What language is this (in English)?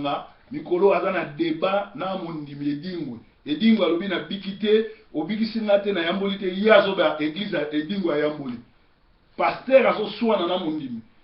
Lingala